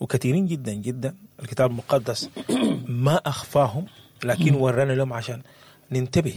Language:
Sudanese Arabic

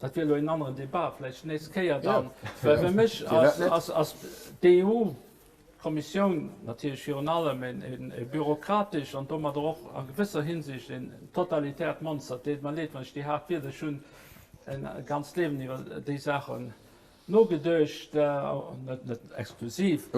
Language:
Luxembourgish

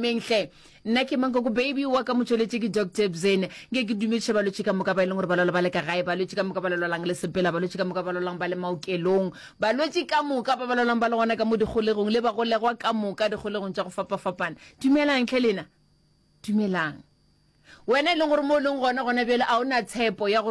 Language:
Northern Sotho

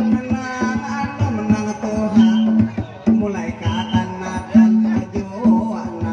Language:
Banjar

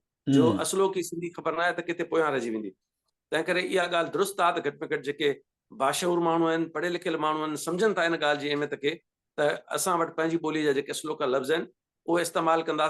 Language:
Sindhi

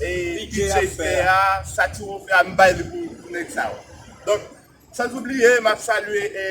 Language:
Haitian Creole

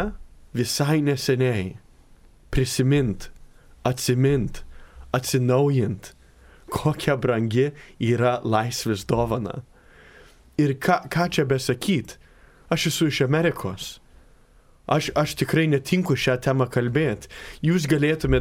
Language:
Lithuanian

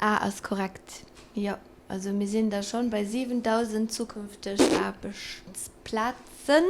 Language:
Luxembourgish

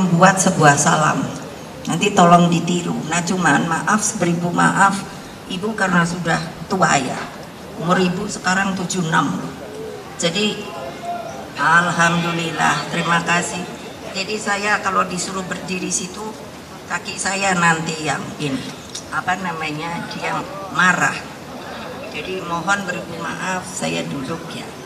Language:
Indonesian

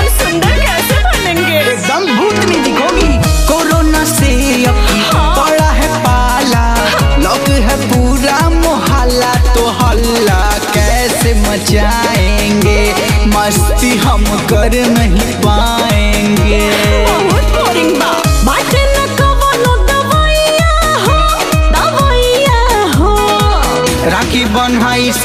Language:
Bhojpuri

